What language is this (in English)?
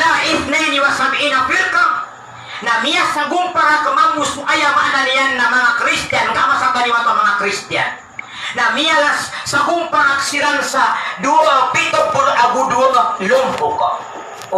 Maranao